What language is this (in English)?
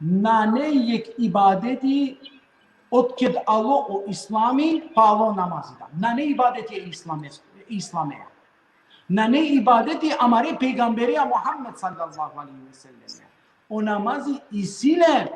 Balkan Romani